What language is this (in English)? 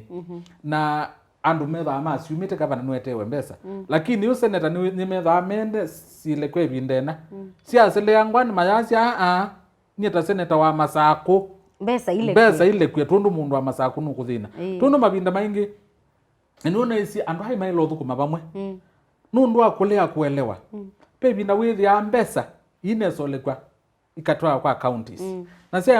Kamba